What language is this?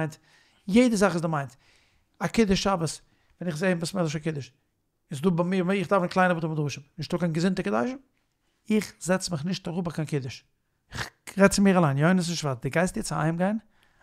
Yiddish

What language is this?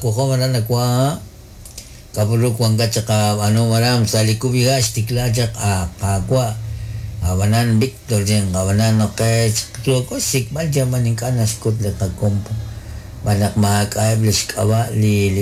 Kekchí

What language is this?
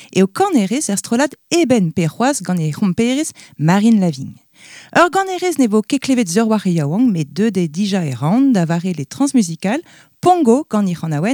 Breton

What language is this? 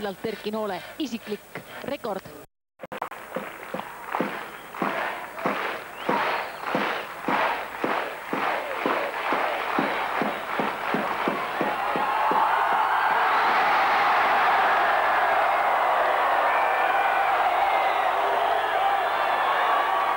Estonian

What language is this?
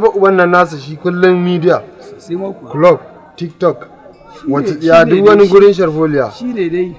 Hausa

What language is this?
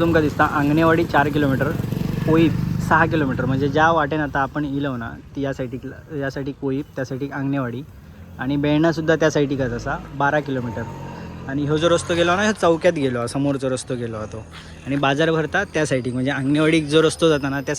Konkani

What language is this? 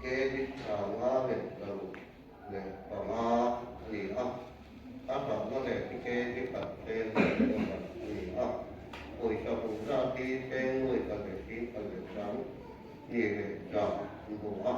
Mizo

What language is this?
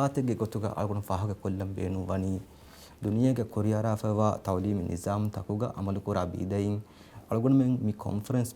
Divehi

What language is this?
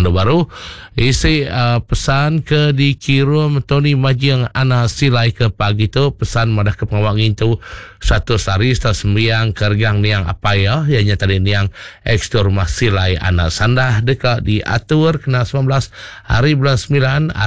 Iban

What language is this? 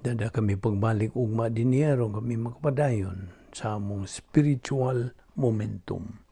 Cebuano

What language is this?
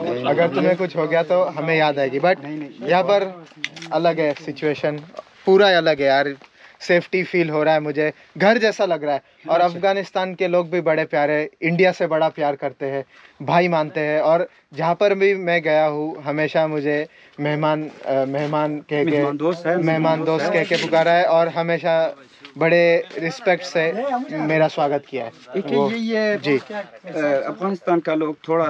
Hindi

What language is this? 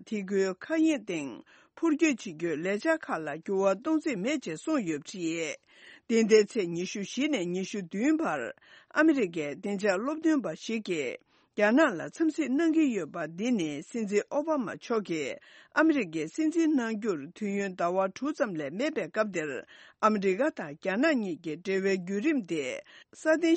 Tibetan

